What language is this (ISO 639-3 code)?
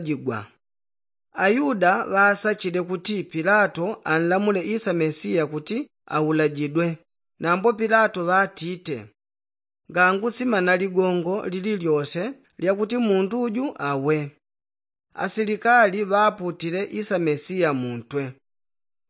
yao